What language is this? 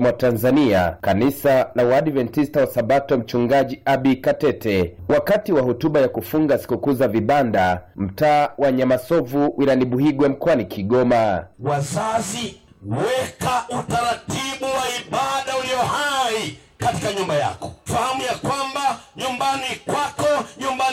Swahili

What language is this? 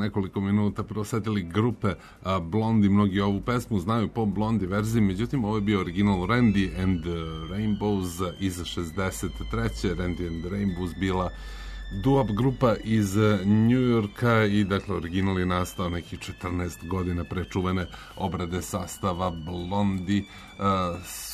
Serbian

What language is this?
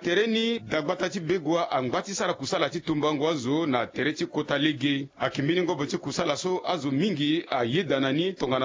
Sango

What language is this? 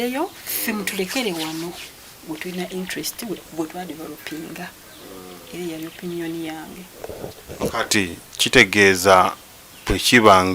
Ganda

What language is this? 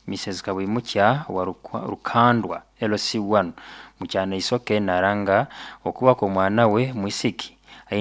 Nyoro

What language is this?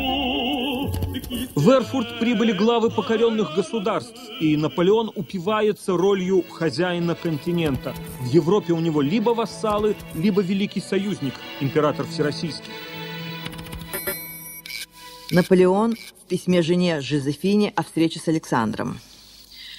Russian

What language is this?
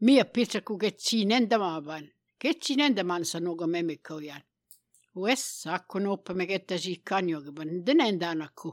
Albanian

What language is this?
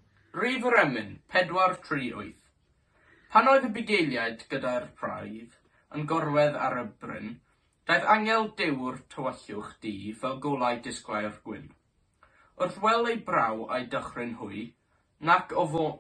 Welsh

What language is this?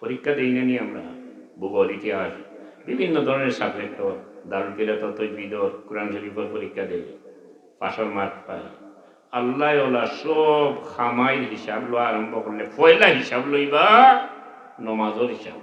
Sylheti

